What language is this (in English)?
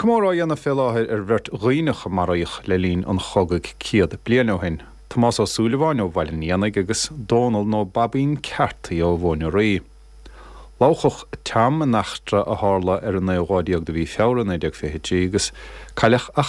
Irish